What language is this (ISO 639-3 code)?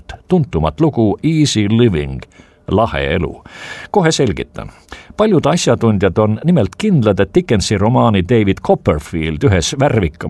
est